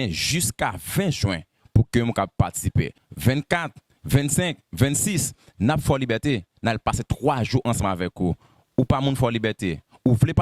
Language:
Haitian Creole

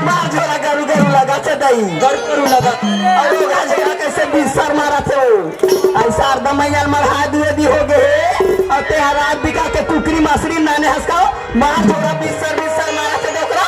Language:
Chhattisgarhi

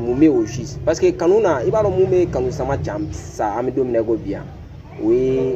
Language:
Bambara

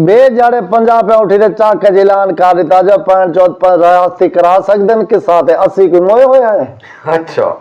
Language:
Saraiki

